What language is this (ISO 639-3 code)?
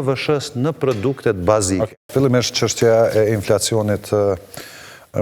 sqi